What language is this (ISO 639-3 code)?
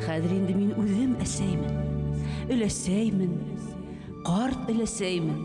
bak